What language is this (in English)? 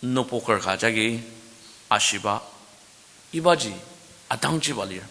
Ao Naga